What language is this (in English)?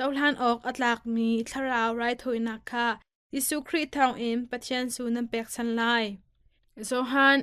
Hakha Chin